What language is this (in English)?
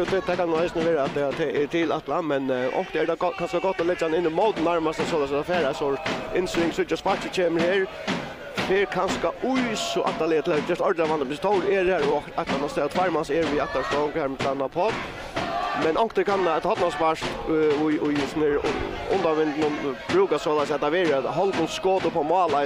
Faroese